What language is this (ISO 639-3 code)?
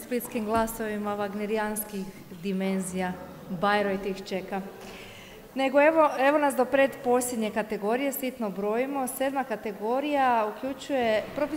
hrv